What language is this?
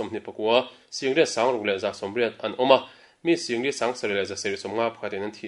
Mizo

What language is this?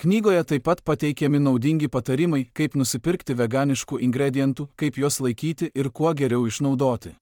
Lithuanian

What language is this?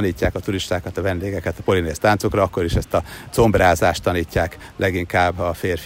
Hungarian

